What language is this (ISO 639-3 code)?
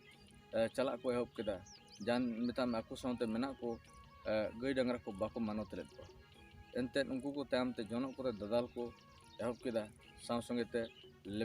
sat